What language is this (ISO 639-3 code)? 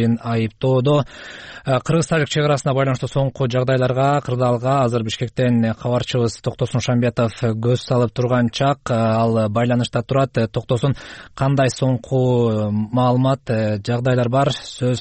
kir